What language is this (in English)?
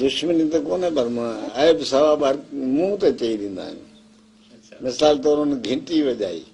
Sindhi